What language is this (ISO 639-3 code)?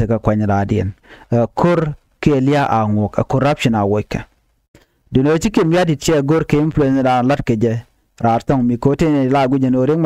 nus